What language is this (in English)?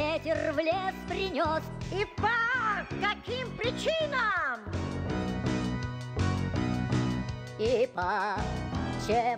Russian